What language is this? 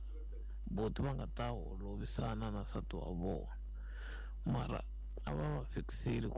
Tsonga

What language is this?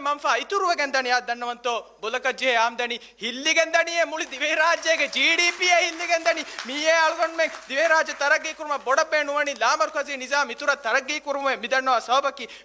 Divehi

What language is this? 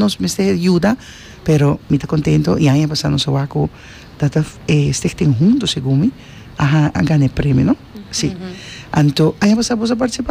Papiamento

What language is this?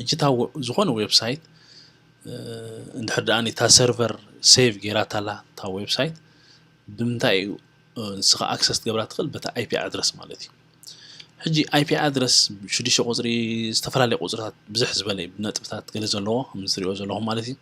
Tigrinya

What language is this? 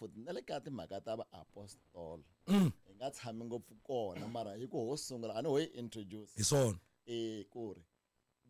Tsonga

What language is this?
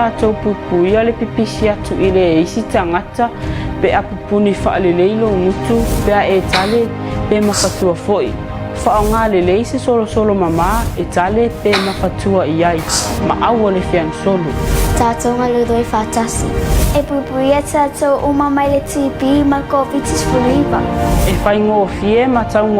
Samoan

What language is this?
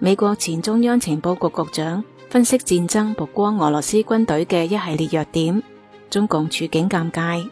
Cantonese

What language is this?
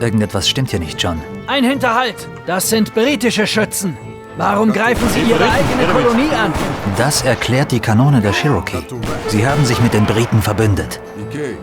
Bavarian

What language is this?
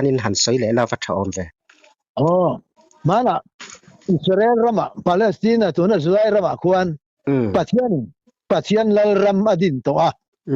Mizo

